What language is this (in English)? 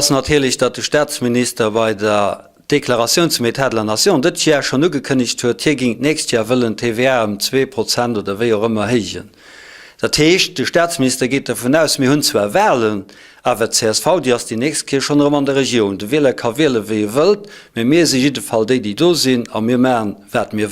Luxembourgish